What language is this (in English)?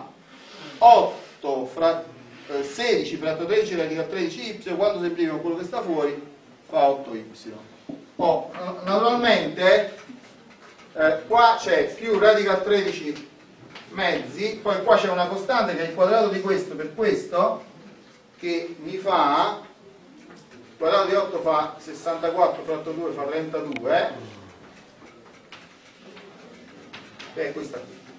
Italian